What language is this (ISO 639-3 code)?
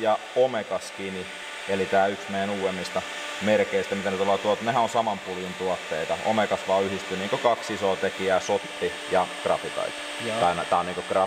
fin